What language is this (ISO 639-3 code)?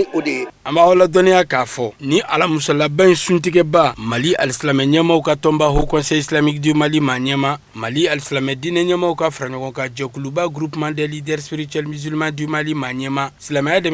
bam